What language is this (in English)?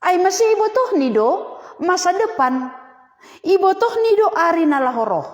Batak Simalungun